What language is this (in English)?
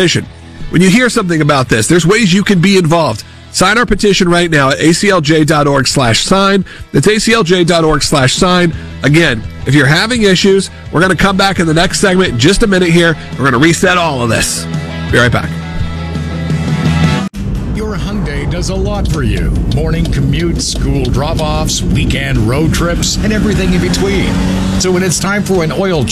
English